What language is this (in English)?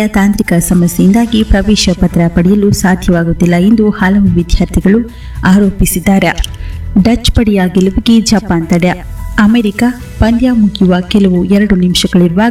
Kannada